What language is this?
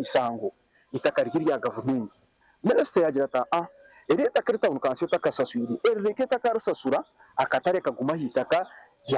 Nyankole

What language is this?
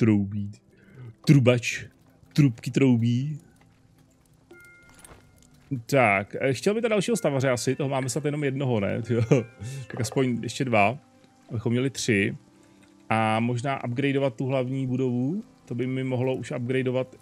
Czech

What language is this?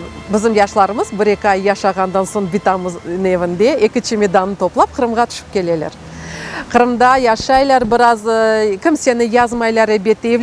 Crimean Tatar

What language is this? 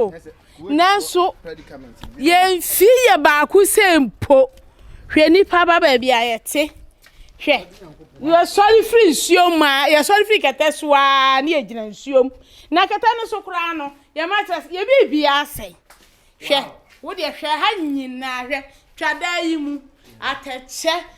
Akan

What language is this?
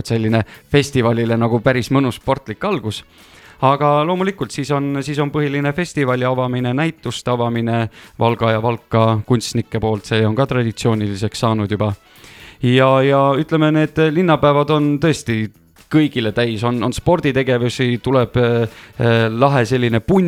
Estonian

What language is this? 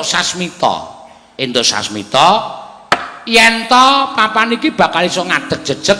Javanese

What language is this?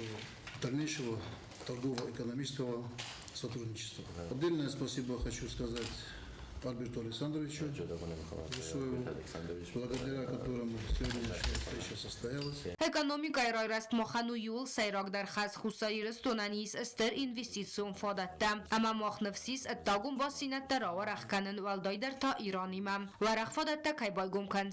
Ossetic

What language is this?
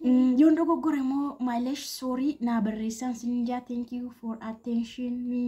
Oromo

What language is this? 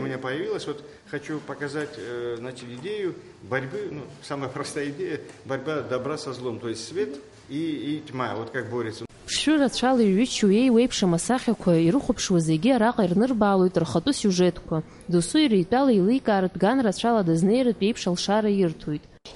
Abkhazian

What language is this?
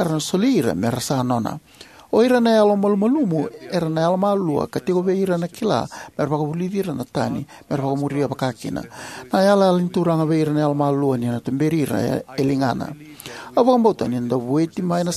Fijian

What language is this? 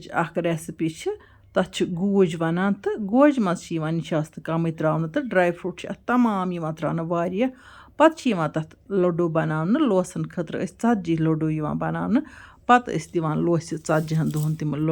Kashmiri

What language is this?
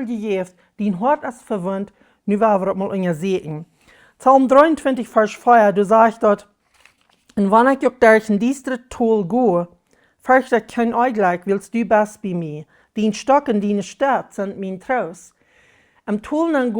Plautdietsch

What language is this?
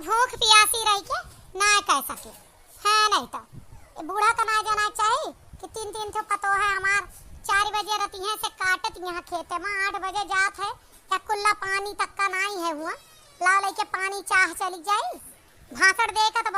Awadhi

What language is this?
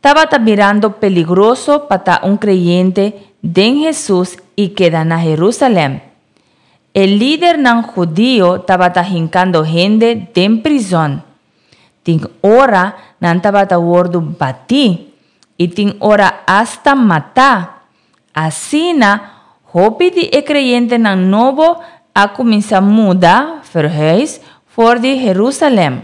Papiamento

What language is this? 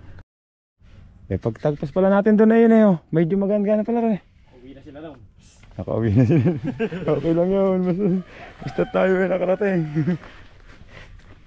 Filipino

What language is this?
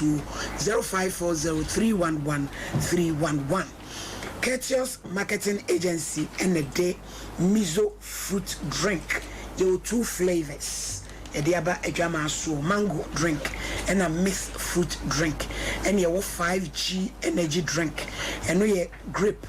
Akan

